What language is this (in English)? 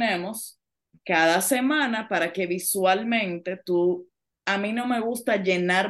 Spanish